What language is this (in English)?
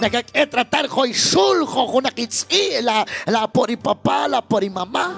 Kekchí